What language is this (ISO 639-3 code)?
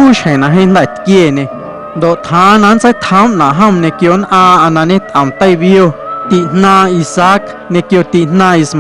amu